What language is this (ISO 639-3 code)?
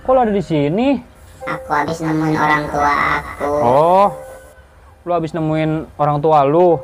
bew